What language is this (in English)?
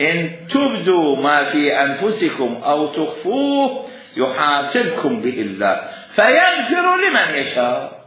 Mesopotamian Arabic